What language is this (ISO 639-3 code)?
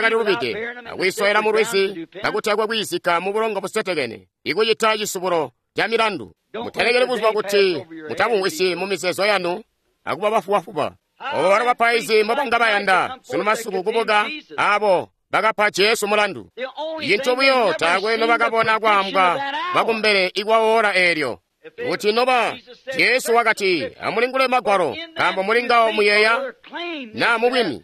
toi